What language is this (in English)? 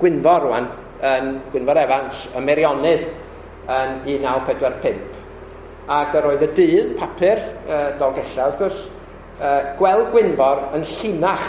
Welsh